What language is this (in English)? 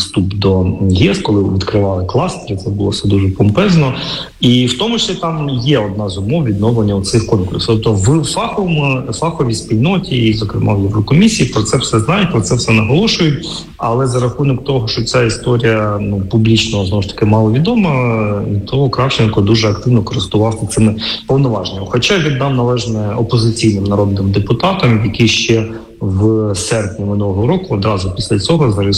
Ukrainian